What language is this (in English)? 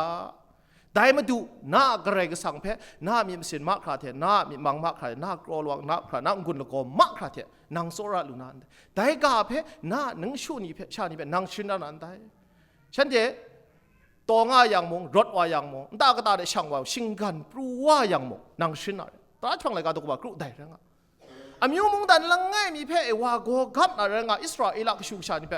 Kachin